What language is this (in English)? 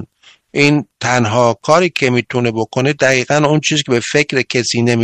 Persian